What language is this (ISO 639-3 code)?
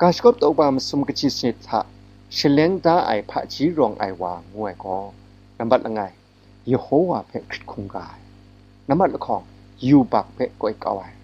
kac